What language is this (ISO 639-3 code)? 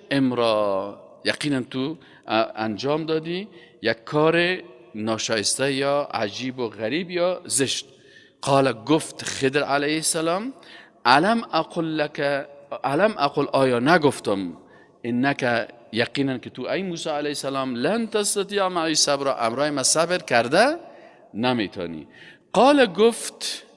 fas